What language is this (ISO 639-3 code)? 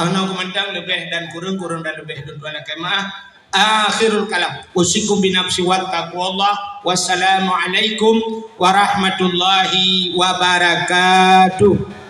ace